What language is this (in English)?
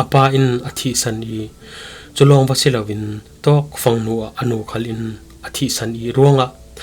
Falam Chin